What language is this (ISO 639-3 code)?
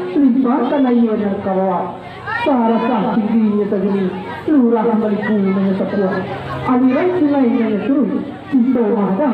min